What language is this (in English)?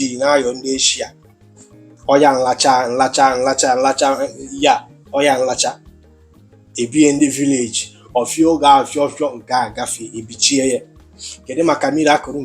Igbo